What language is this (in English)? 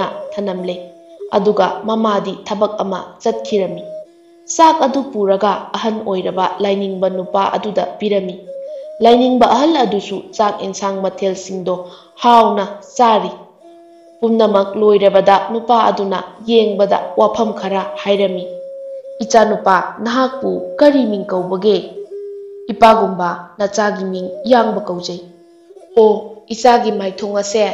Manipuri